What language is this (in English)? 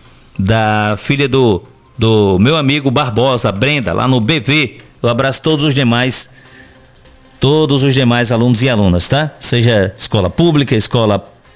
Portuguese